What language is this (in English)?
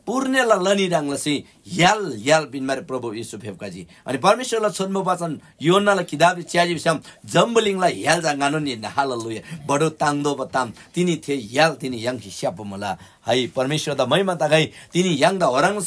Eastern Tamang